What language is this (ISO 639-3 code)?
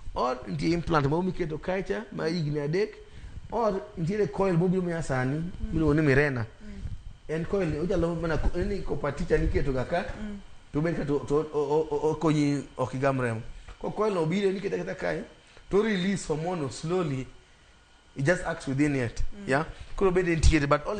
luo